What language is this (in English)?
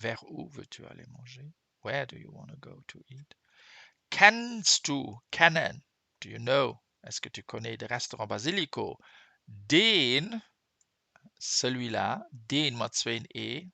Luxembourgish